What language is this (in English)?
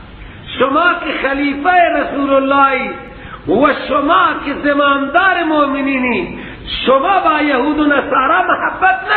Persian